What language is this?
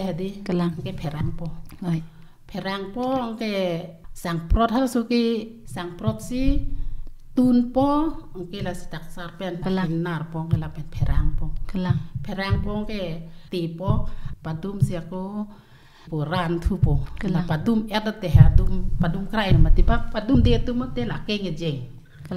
Karbi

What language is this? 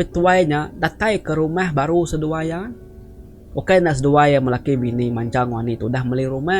Iban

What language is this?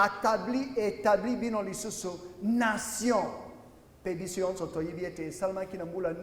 Lingala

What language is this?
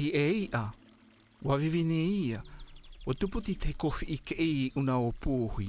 South Marquesan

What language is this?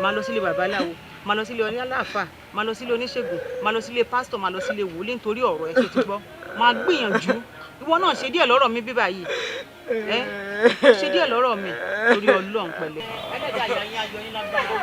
Yoruba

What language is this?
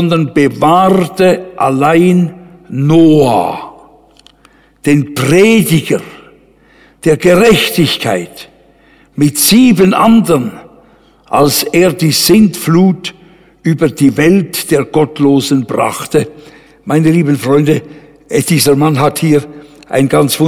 German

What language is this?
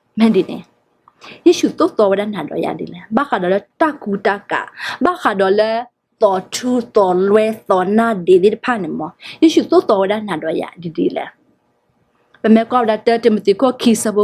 S'gaw Karen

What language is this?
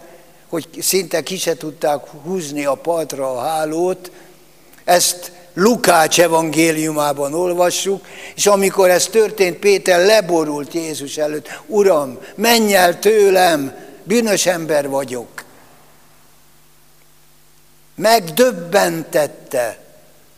Hungarian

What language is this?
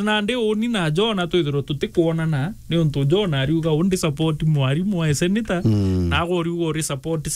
Meru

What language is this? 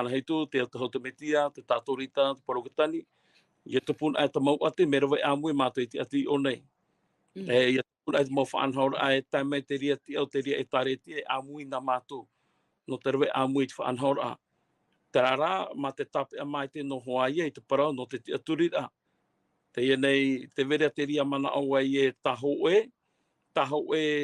Tahitian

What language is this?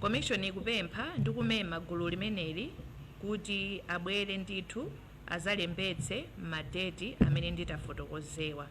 Nyanja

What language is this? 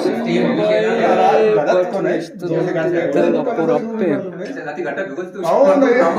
Eastern Balochi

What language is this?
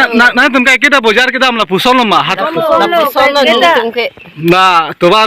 Karbi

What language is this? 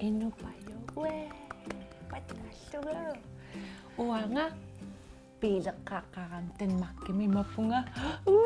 Kalaallisut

